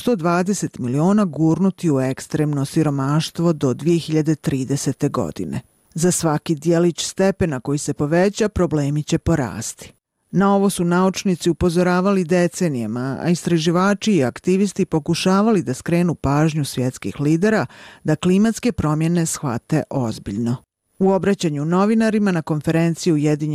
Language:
Bosnian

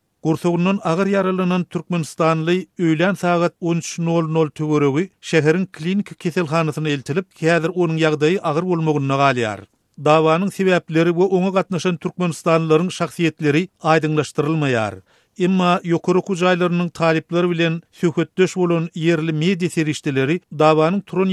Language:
Turkmen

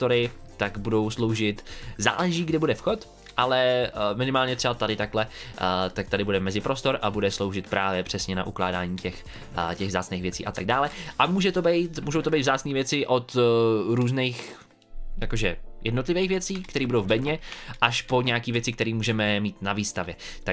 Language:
Czech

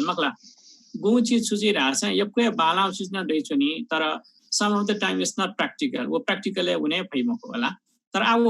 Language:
Newari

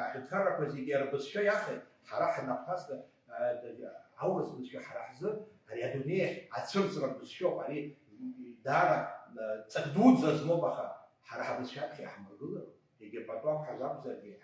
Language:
Abkhazian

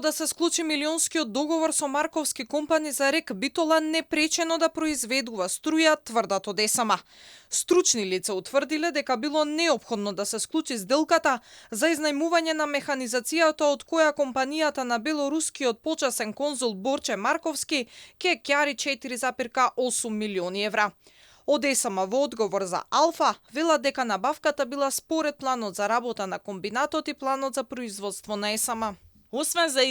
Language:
Macedonian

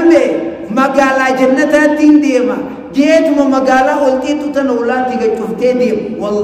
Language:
Oromo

